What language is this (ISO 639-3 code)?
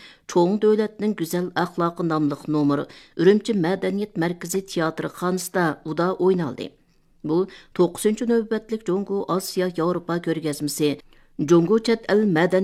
uig